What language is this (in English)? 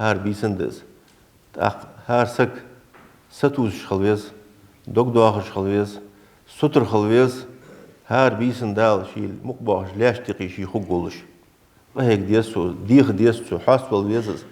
Ingush